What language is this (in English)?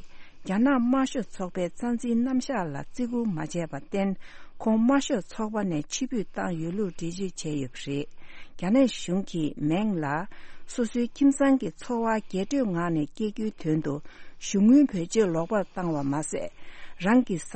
Tibetan